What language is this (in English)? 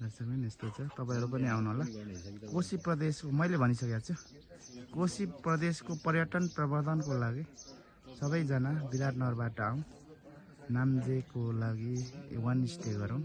Nepali